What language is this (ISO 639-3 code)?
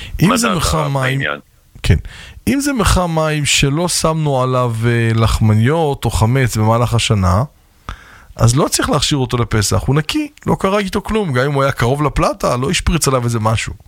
heb